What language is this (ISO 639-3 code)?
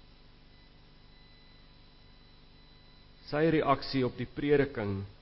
afr